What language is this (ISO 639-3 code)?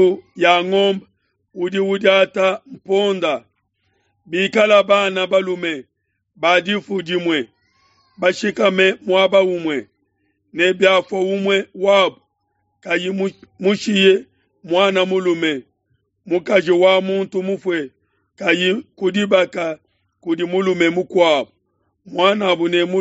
lua